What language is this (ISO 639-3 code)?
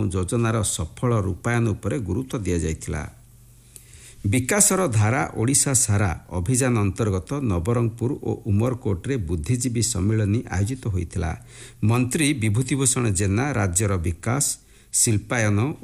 ori